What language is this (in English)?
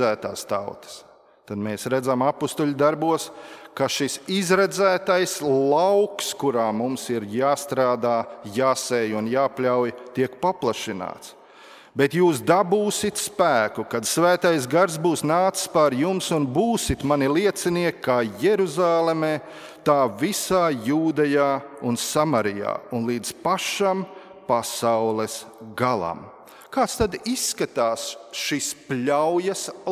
Latvian